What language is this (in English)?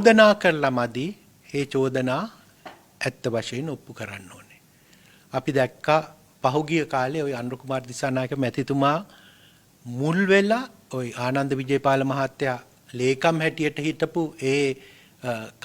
Sinhala